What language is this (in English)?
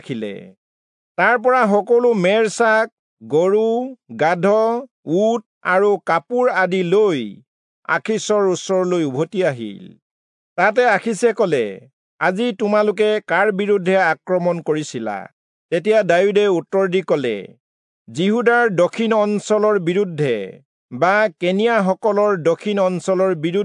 Assamese